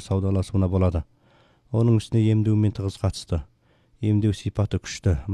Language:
Kyrgyz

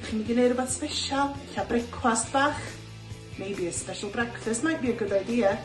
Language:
Welsh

